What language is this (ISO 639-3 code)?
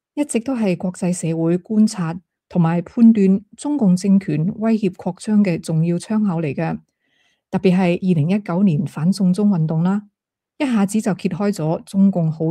yue